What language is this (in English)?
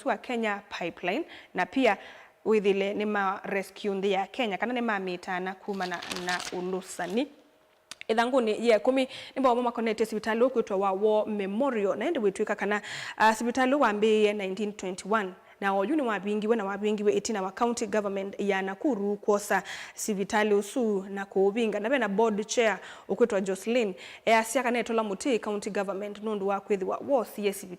Kamba